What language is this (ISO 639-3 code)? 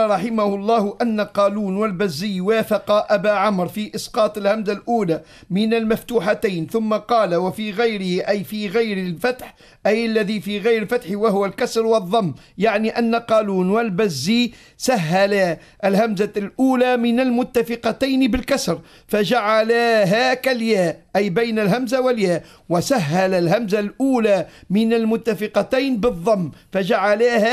ara